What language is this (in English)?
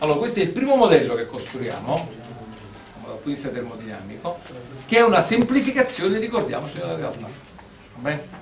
Italian